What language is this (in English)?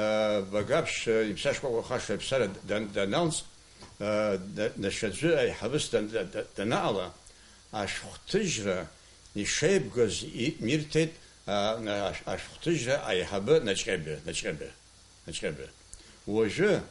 Abkhazian